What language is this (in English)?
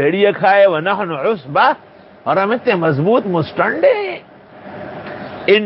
Urdu